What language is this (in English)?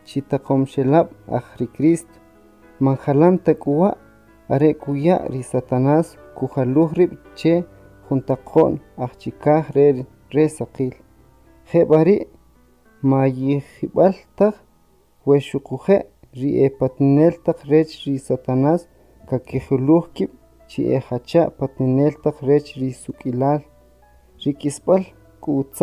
Kʼicheʼ